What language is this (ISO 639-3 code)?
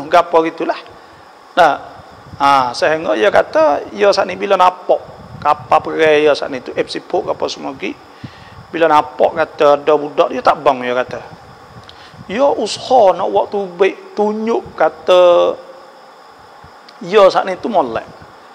mfa